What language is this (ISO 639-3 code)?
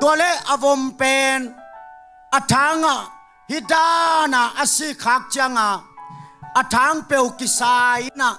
ctd